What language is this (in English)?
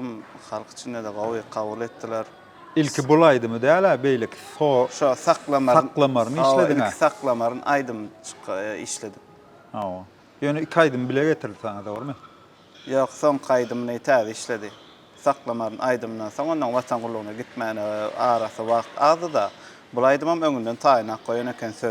Turkmen